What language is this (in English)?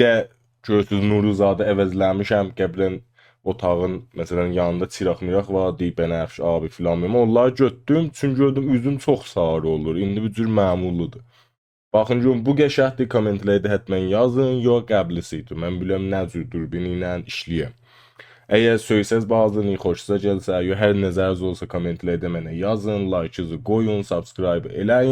South Azerbaijani